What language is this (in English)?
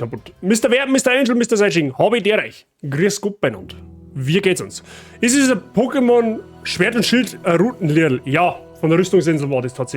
Bavarian